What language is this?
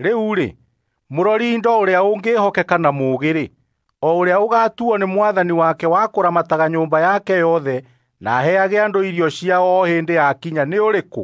Kikuyu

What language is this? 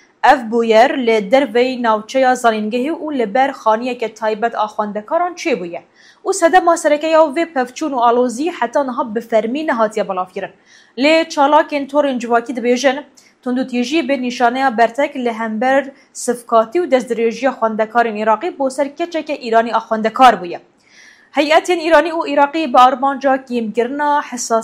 Kurdish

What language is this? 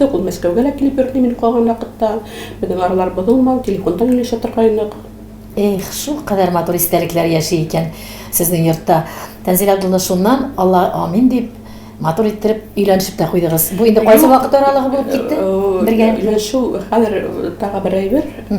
Tatar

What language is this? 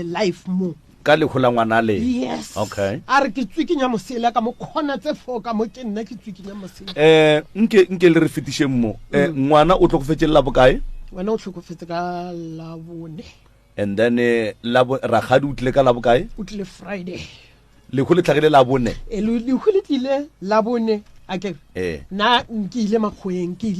Northern Sotho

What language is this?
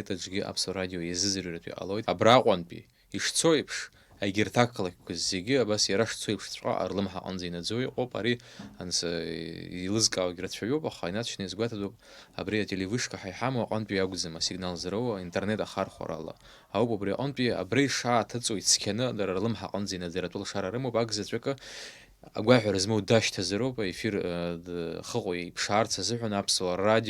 Abkhazian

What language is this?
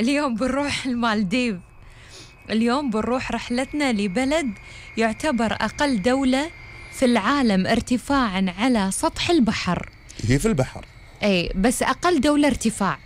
Gulf Arabic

